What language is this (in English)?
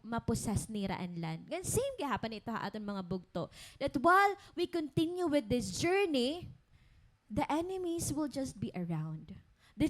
Waray